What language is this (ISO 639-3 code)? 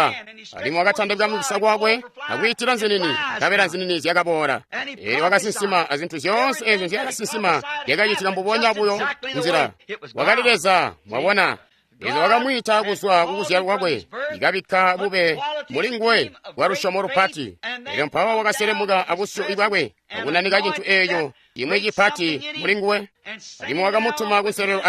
toi